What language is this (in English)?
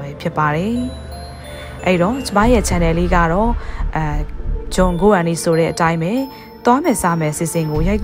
Burmese